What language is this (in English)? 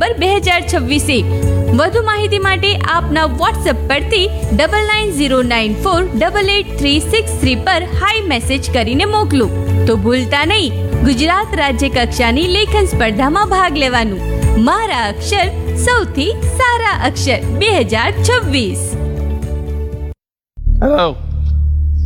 Gujarati